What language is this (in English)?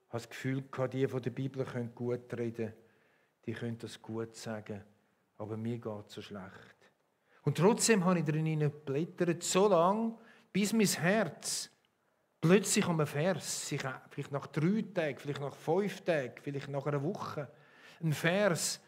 Swiss German